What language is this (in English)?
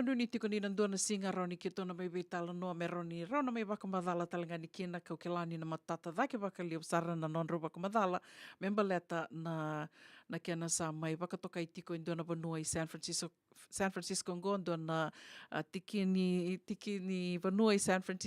Fijian